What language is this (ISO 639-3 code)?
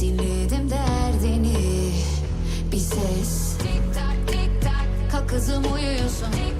kaa